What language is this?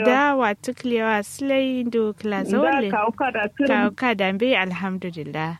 Kanuri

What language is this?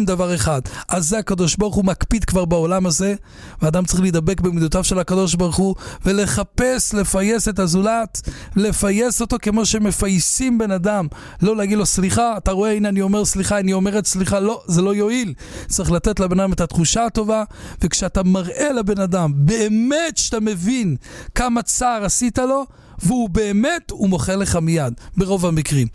Hebrew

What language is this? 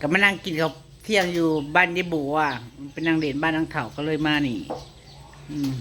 Northeastern Thai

